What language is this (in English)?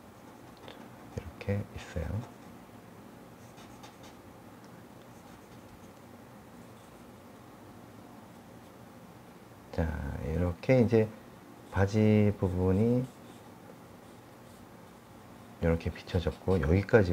Korean